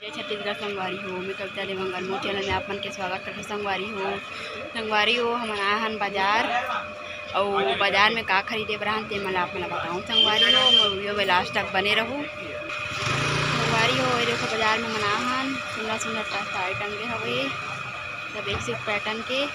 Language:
Chhattisgarhi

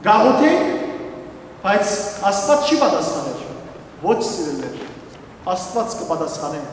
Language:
Western Armenian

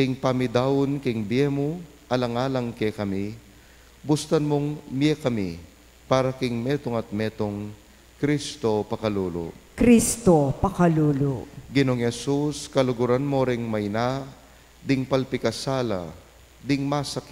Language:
Pampanga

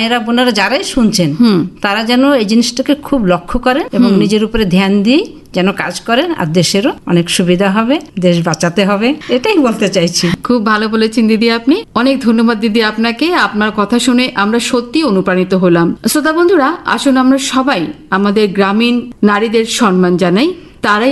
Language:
Bangla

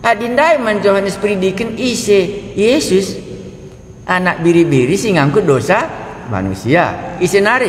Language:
Batak Karo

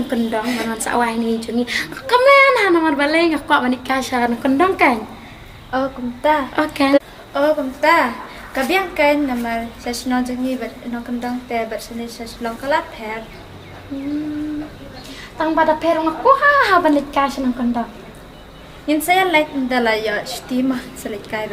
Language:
Khasi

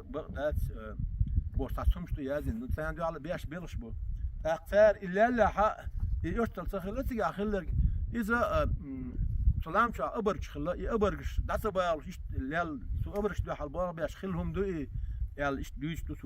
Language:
Chechen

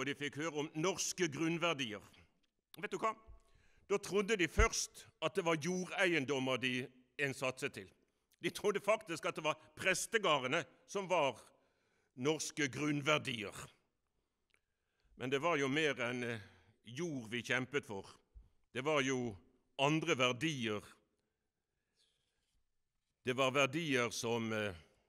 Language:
Norwegian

